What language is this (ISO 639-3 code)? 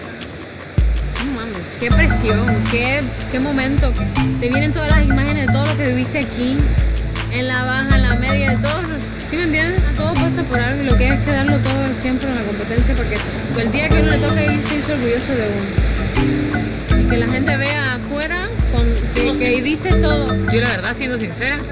spa